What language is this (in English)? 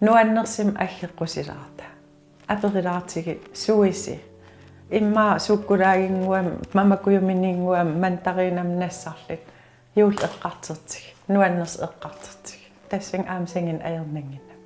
Kalaallisut